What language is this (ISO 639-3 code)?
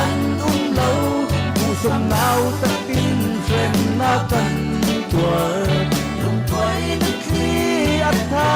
cfm